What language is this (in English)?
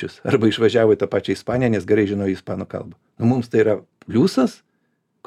Lithuanian